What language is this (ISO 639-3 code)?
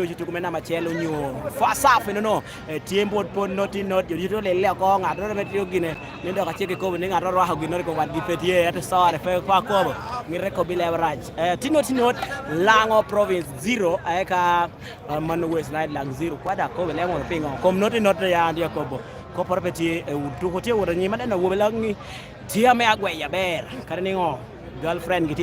laj